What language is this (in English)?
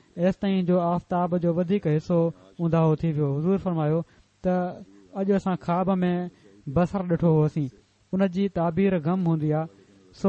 Sindhi